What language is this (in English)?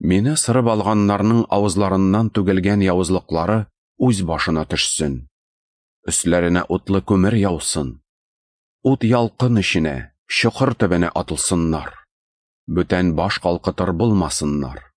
Tatar